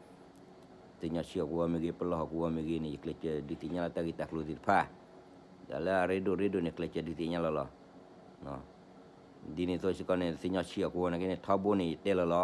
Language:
S'gaw Karen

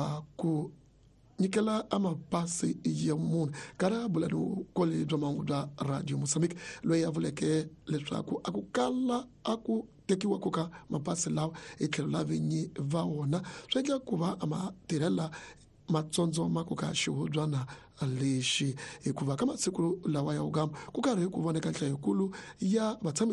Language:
Tsonga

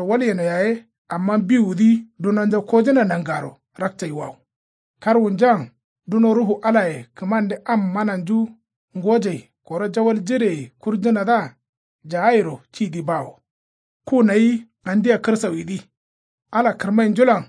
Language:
Kanuri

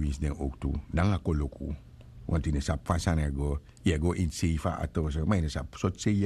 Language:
Sranan Tongo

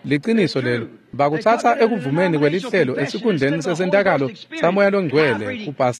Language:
Swati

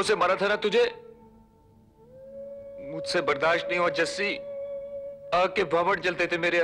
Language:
Hindi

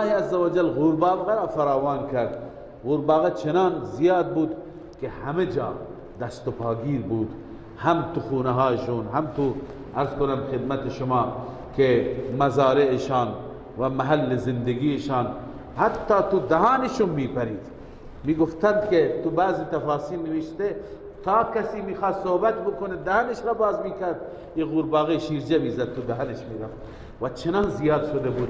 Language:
Persian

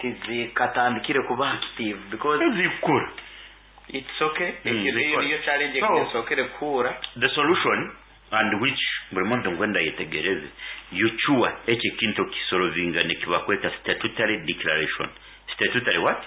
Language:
Nyankole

